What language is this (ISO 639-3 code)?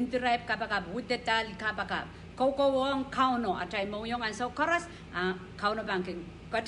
pon